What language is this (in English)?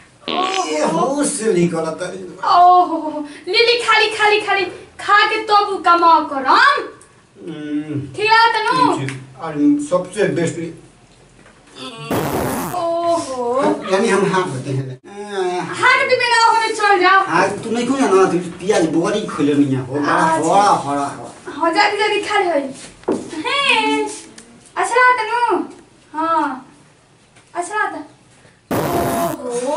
Bhojpuri